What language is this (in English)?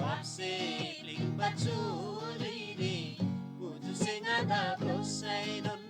Eastern Tamang